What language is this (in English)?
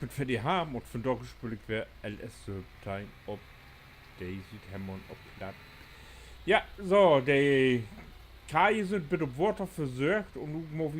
Low German